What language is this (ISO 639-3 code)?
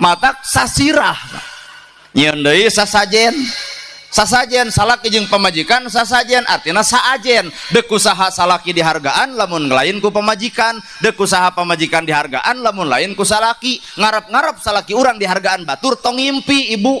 sun